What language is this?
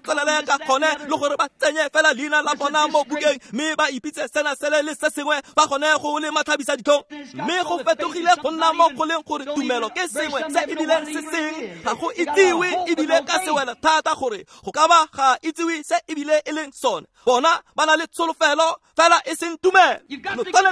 Tswana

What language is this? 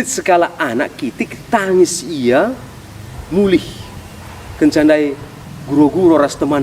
Batak Karo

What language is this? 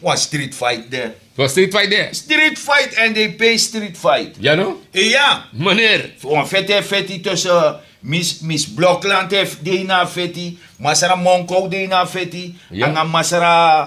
Sranan Tongo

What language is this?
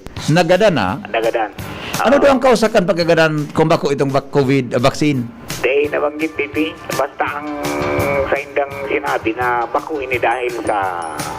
Bikol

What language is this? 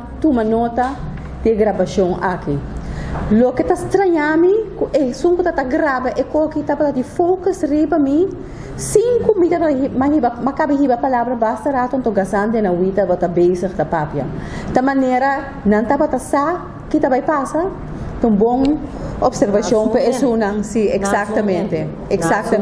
Papiamento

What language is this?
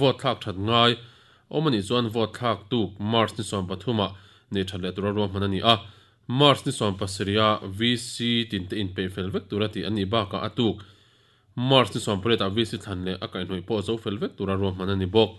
Mizo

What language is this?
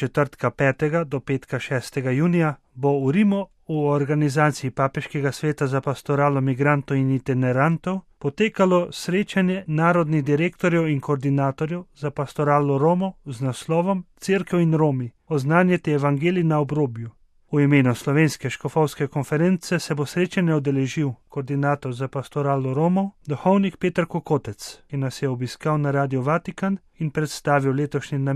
Slovenian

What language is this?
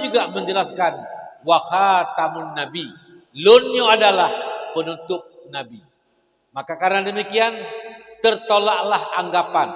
Achinese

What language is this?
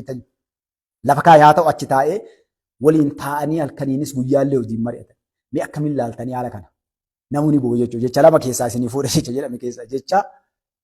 Oromo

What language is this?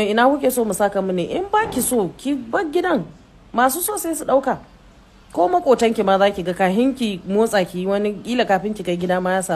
Hausa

